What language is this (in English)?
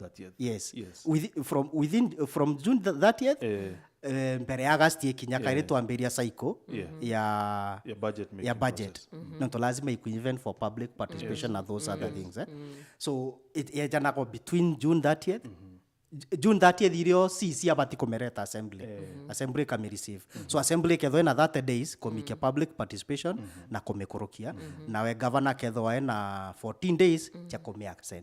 Meru